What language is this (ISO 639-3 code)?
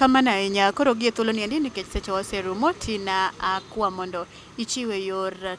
luo